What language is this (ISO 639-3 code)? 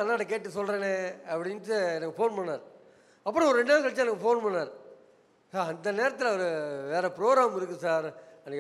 tam